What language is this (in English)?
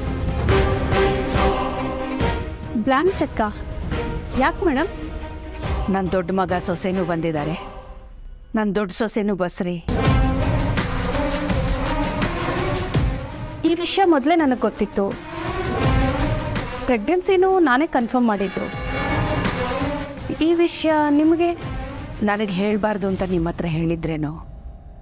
Kannada